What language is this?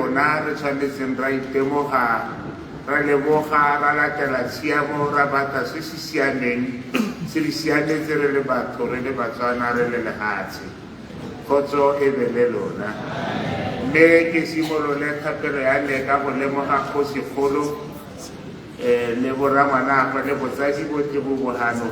Tswana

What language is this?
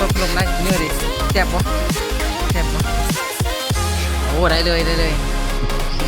Lao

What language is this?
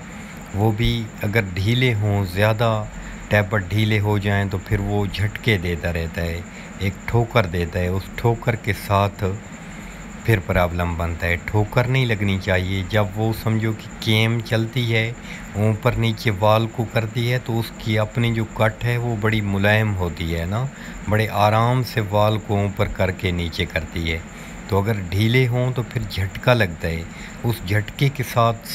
Urdu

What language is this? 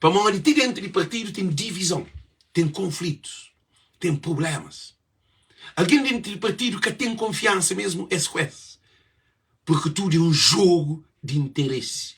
Kabuverdianu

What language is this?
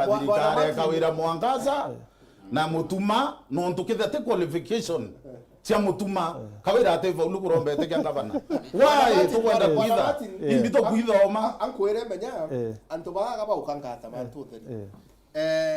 Meru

